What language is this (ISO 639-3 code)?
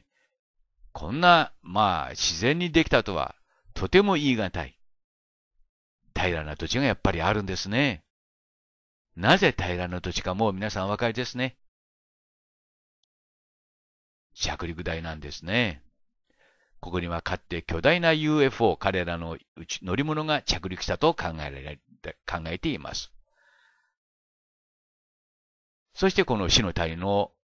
jpn